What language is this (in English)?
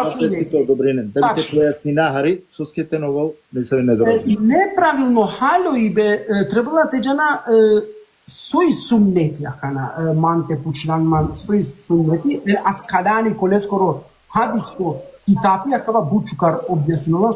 Balkan Romani